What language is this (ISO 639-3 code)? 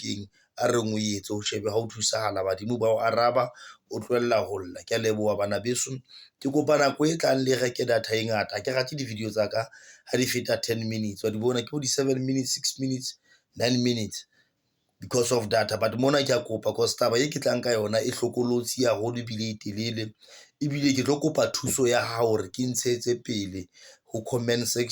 sot